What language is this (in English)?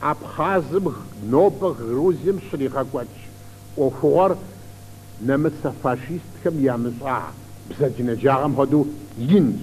Kabardian